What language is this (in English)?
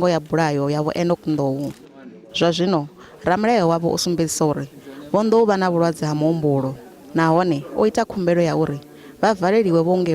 Venda